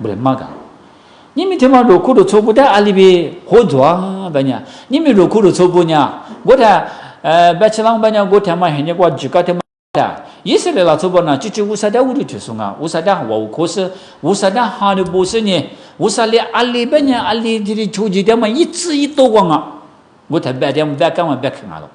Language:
Lisu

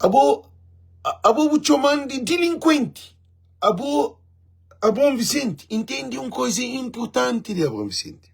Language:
Kabuverdianu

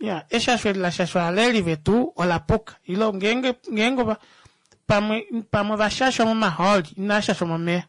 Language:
Kuanyama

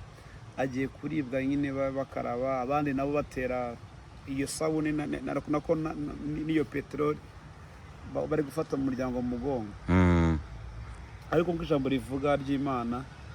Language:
Kinyarwanda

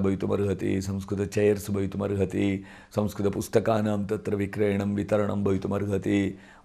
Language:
Sanskrit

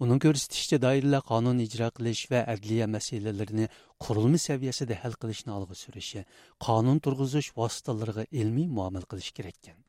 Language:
Uyghur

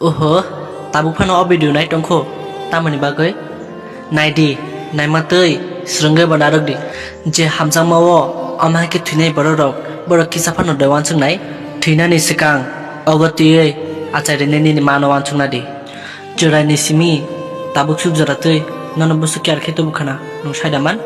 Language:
Kok Borok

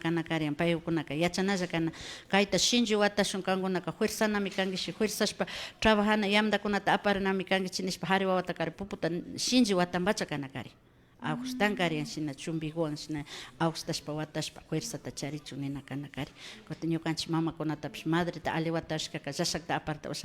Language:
Imbabura Highland Quichua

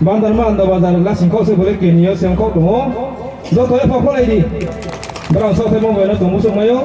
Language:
Riang (India)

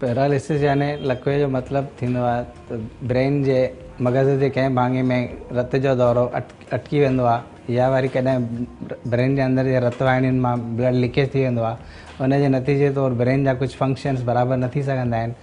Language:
Sindhi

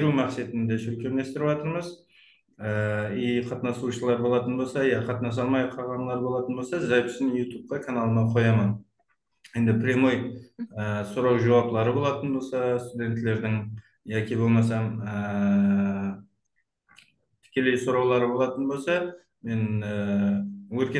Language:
Kara-Kalpak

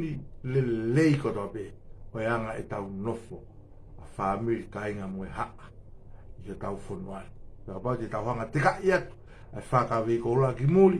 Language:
Tongan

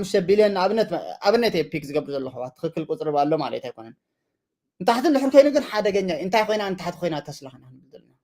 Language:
Tigrinya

